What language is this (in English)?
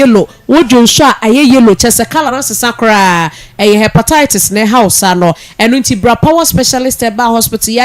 Akan